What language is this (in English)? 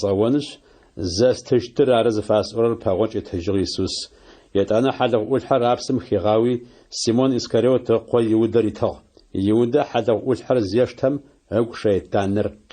Adyghe